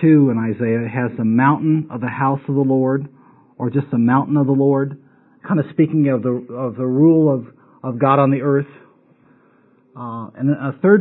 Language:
English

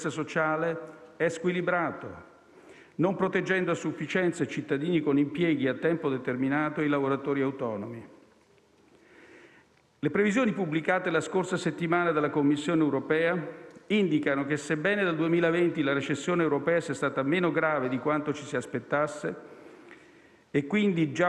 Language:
Italian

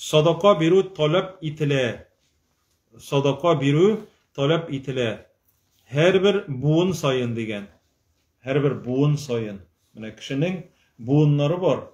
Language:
Tatar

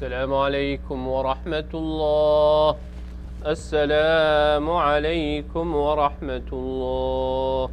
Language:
Kurdish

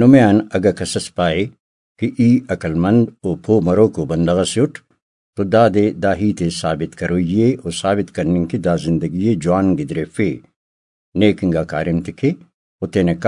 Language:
Brahui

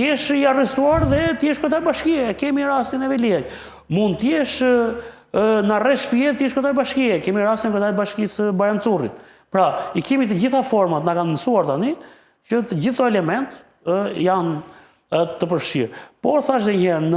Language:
Albanian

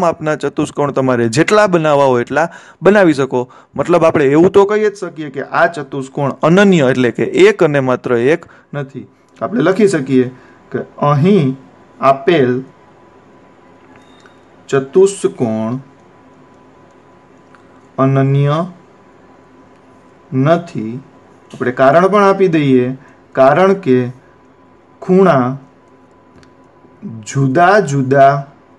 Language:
Gujarati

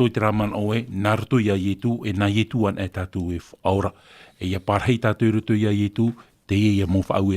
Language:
Tahitian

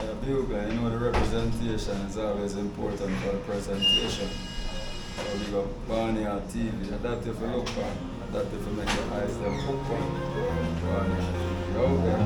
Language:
Jamaican Creole English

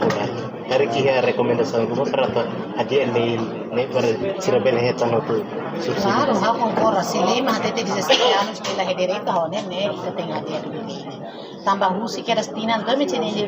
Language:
Tetum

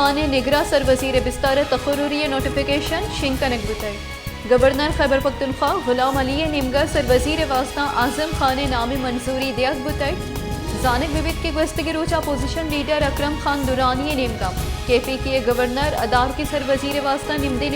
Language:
Baluchi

